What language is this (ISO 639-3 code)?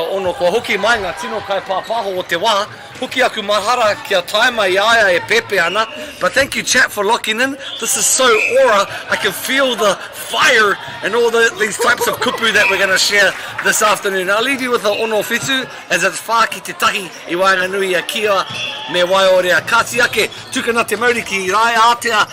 mri